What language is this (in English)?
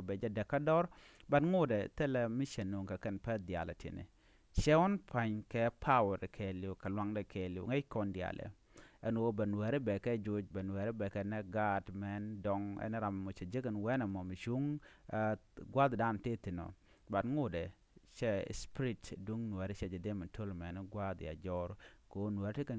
Nuer